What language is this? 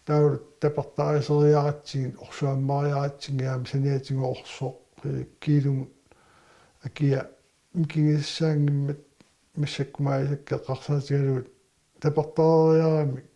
Kalaallisut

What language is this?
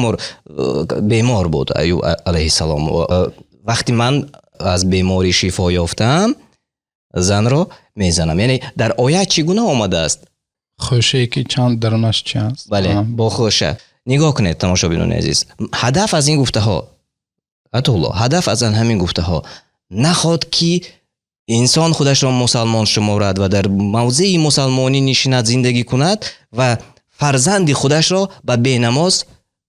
Tajik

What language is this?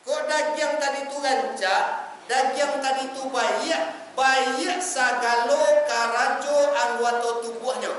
Minangkabau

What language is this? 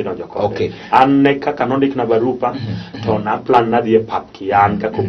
Luo (Kenya and Tanzania)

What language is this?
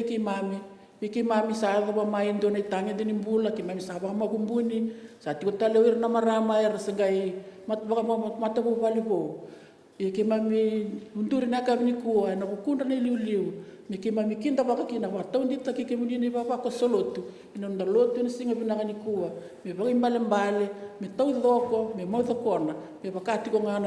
Fijian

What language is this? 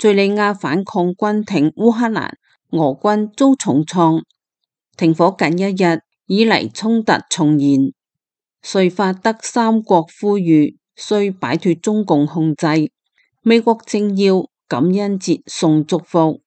Cantonese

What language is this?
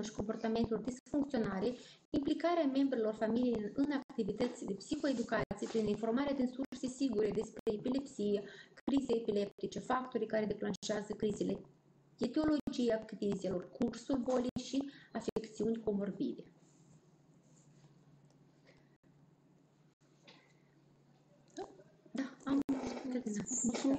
Romanian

